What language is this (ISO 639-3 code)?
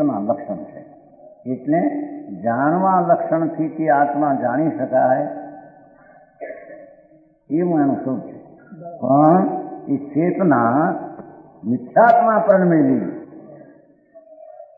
guj